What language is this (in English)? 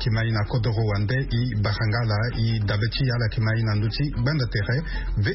Sango